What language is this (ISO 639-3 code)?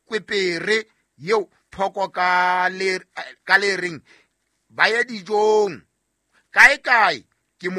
sot